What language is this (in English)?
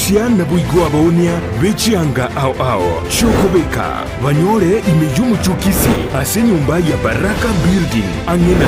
Gusii